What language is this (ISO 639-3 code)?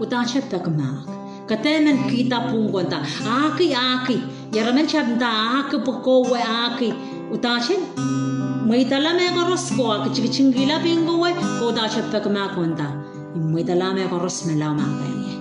pon